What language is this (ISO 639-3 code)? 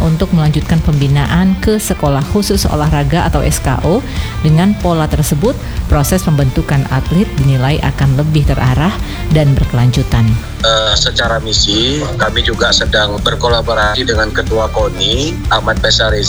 ind